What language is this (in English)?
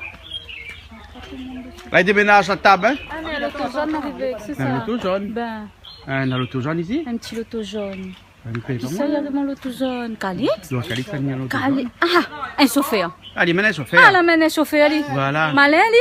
Réunion Creole French